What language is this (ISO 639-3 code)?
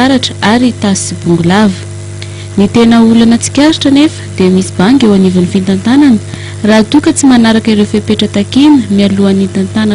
mlg